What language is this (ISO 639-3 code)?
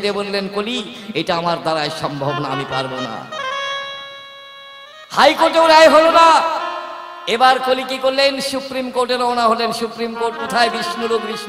ben